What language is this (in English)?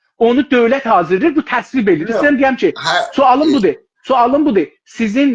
South Azerbaijani